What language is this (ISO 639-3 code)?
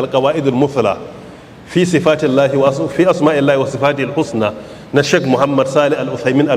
hau